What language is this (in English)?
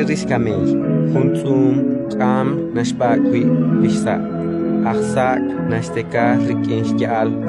Kekchí